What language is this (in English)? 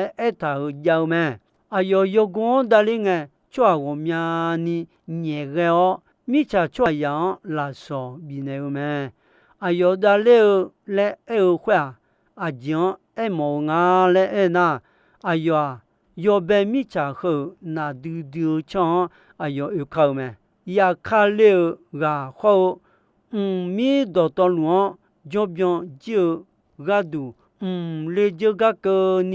Akha